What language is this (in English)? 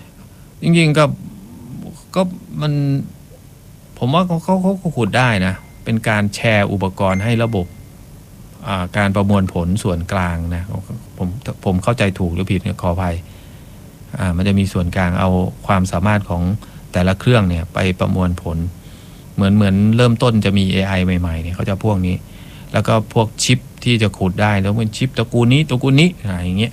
Thai